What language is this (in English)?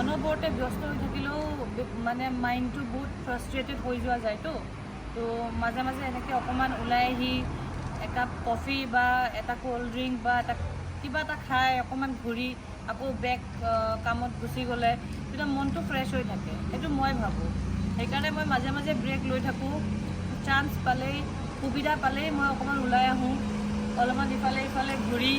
Assamese